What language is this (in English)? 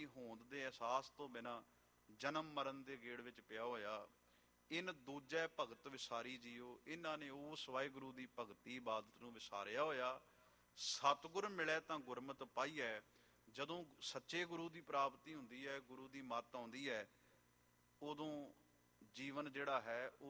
Punjabi